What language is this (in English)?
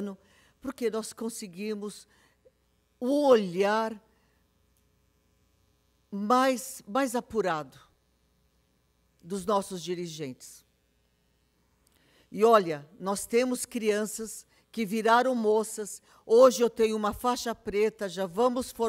Portuguese